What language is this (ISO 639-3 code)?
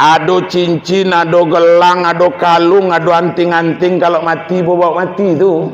min